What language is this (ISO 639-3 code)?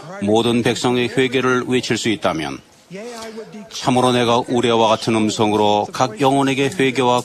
kor